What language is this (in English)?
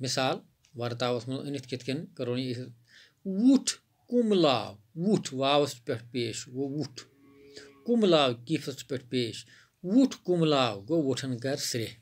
Kashmiri